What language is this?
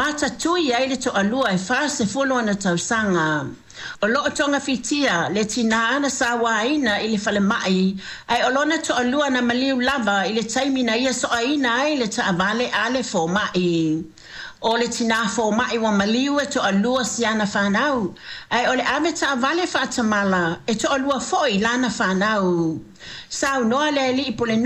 Samoan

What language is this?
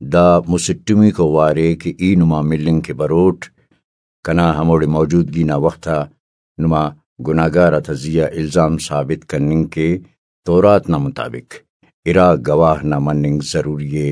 Brahui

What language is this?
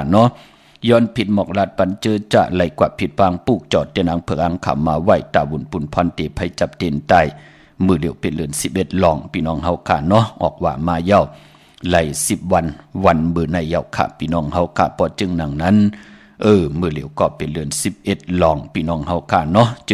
Shan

